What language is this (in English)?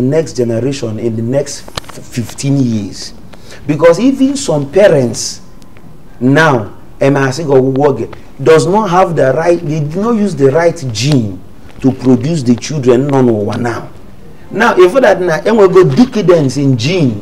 Igbo